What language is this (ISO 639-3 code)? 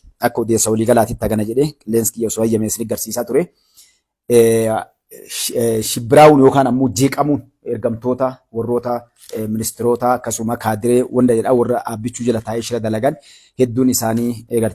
orm